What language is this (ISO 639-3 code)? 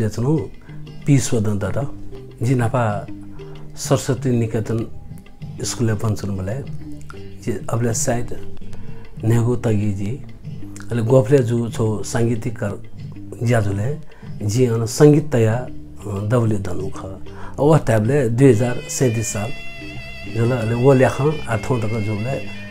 new